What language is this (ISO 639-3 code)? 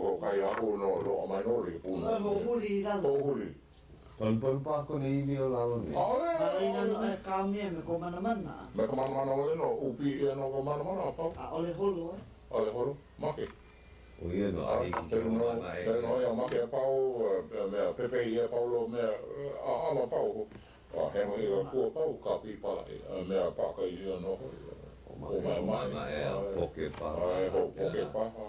haw